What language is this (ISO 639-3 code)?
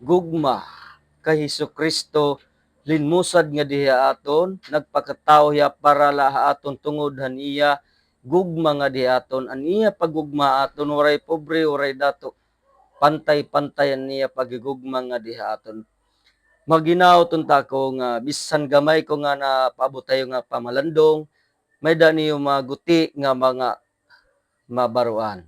war